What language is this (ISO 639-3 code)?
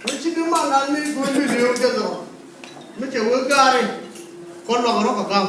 nus